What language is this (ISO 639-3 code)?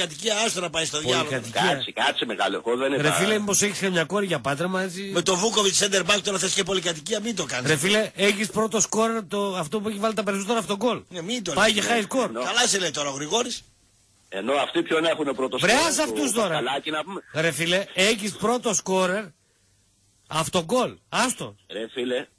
ell